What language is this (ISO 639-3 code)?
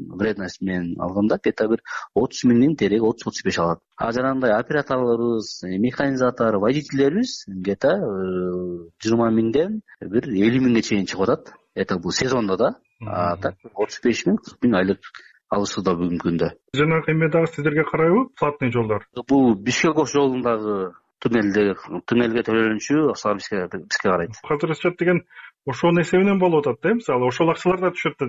kir